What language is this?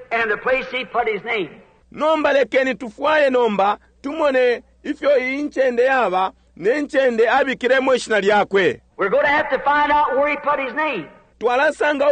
Bemba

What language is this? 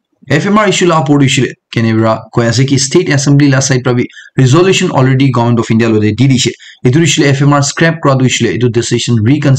Naga Pidgin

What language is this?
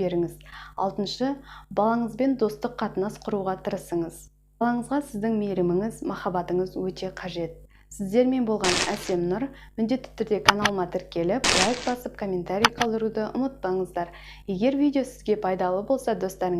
Kazakh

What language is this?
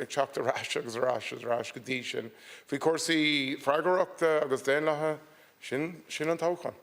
Irish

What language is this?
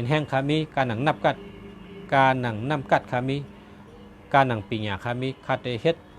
Shan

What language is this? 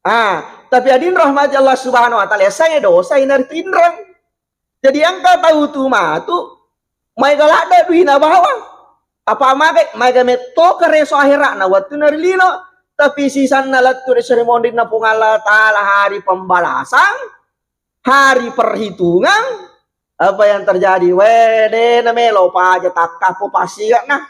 Buginese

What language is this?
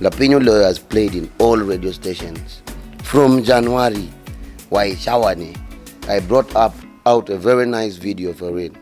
Acoli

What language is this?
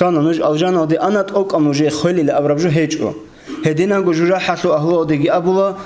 Avaric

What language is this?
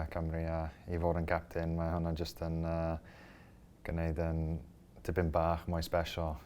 Welsh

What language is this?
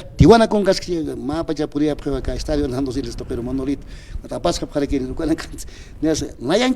Aymara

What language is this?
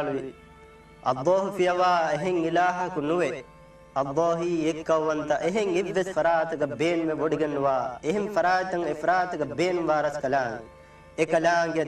Divehi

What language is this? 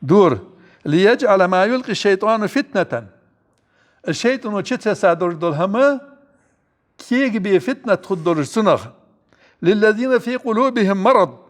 Ingush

